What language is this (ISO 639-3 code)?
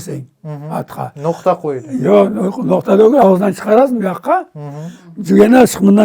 crh